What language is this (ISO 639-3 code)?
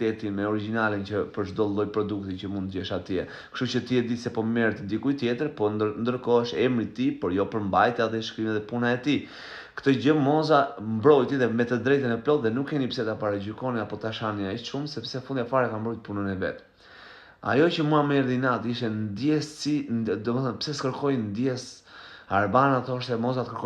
sqi